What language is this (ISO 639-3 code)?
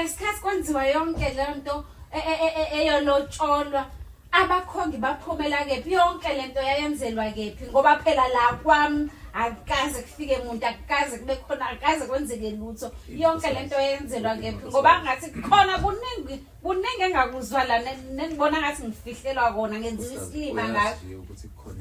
zul